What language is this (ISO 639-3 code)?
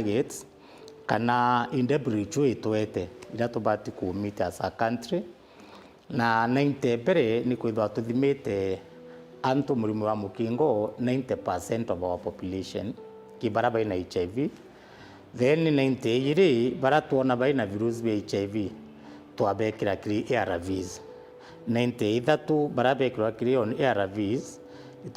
mer